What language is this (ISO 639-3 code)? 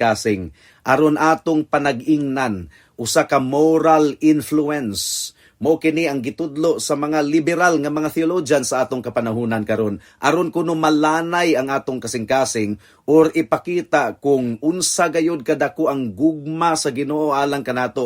ceb